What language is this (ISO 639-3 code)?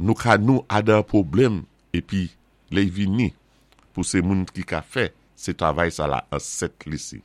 acf